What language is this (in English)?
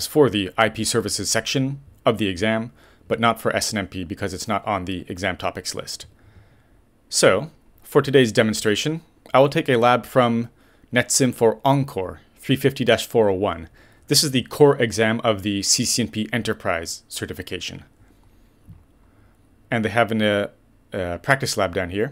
English